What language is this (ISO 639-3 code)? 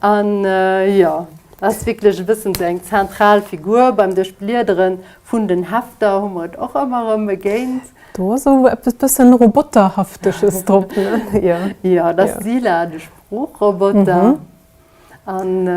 ltz